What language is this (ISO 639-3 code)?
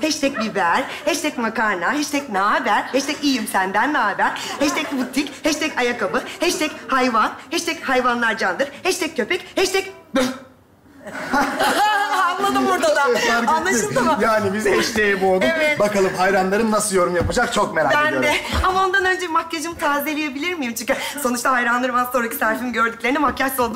tur